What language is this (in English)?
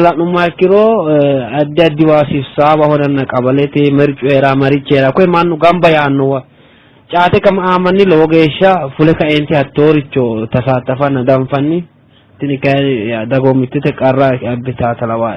Sidamo